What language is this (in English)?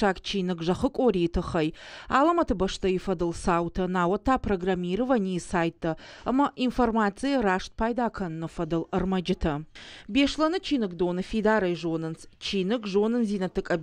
Ossetic